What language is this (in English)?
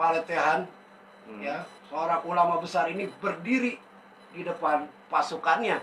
Betawi